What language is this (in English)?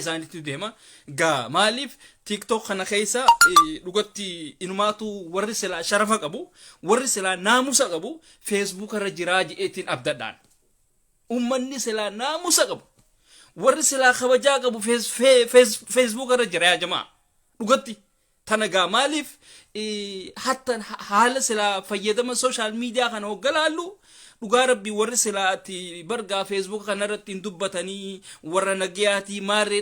Oromo